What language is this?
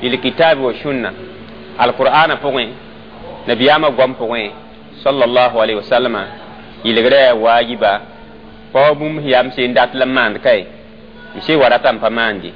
Mossi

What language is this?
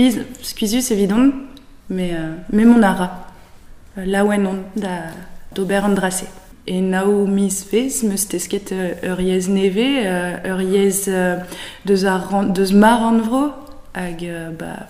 Breton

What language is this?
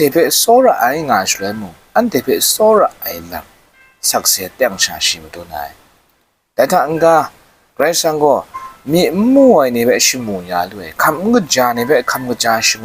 Kachin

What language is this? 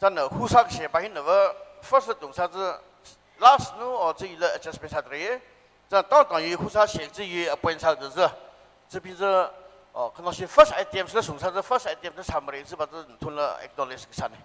Tangkhul Naga (India)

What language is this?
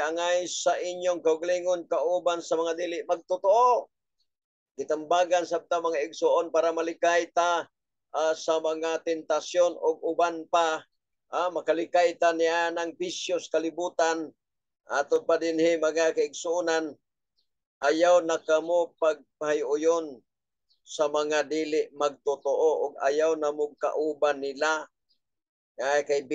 Cebuano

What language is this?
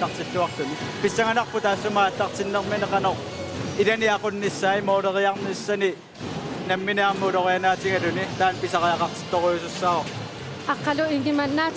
Kalaallisut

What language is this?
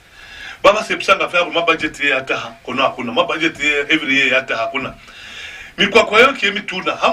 Lozi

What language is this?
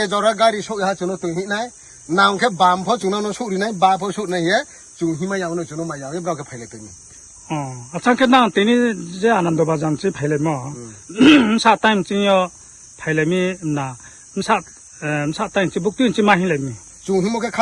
Riang (India)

